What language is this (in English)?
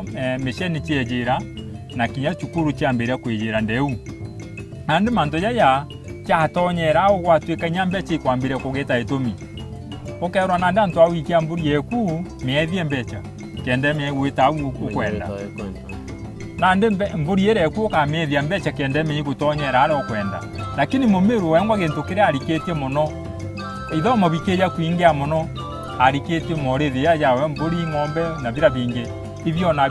Meru